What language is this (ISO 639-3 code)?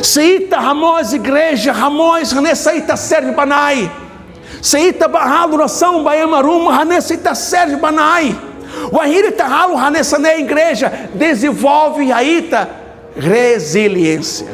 tet